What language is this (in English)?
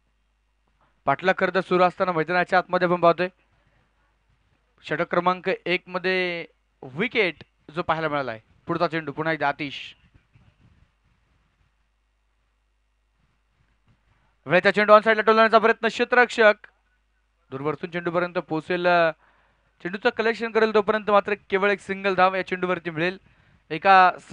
Marathi